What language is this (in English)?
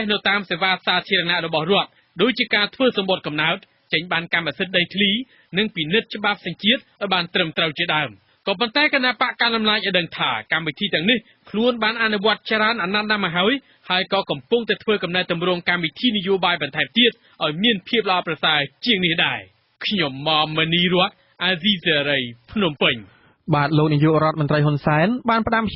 Khmer